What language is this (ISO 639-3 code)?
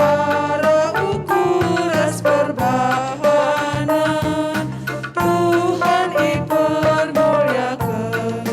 btx